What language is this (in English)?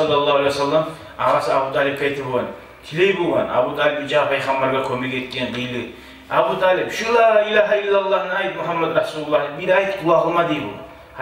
Kumyk